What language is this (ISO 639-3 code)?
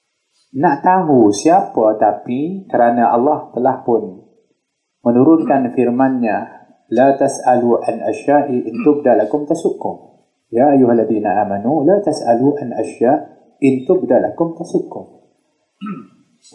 msa